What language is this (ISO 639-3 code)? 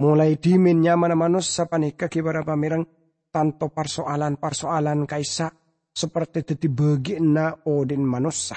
mad